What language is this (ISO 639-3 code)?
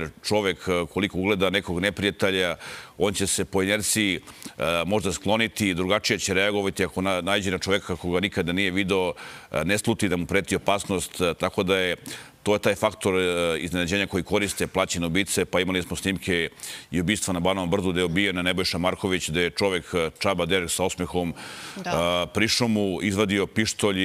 srp